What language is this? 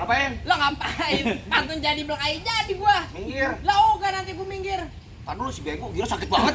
Betawi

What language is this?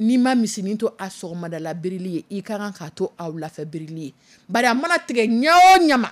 Dyula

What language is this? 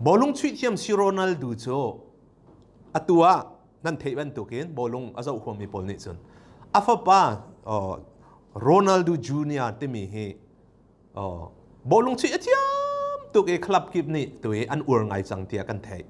Hakha Chin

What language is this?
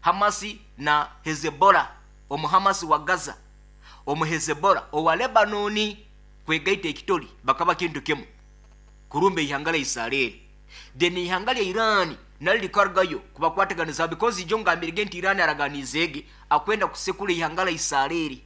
Nyoro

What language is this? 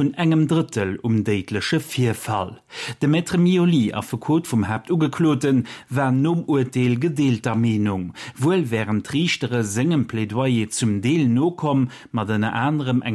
Luxembourgish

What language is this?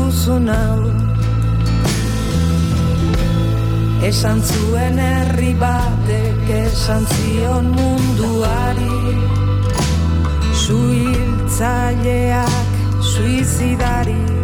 Basque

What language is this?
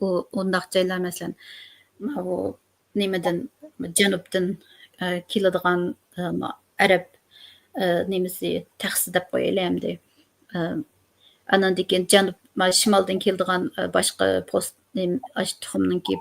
Uyghur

